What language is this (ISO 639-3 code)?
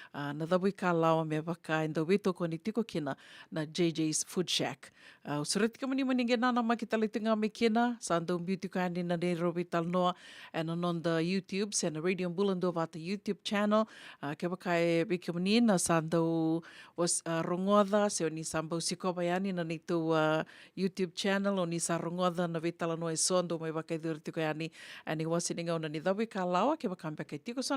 fij